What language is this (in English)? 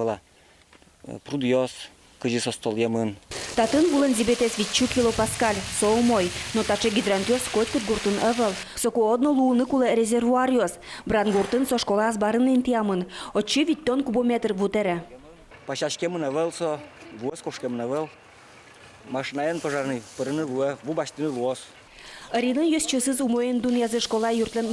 Udmurt